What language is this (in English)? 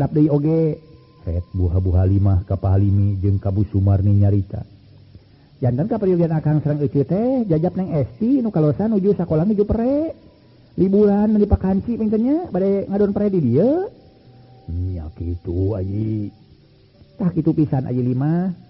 Sundanese